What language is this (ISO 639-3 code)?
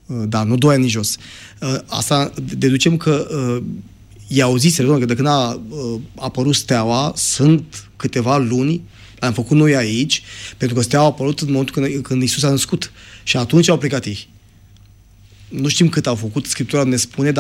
ron